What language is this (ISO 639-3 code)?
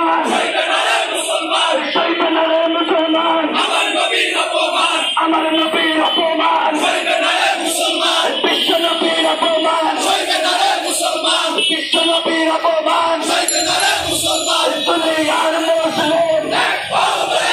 ben